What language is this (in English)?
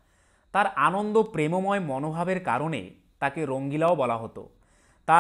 Bangla